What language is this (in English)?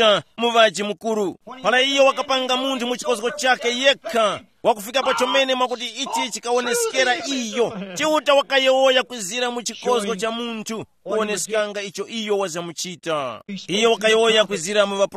Tumbuka